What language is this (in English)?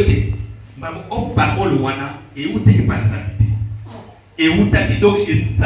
Lingala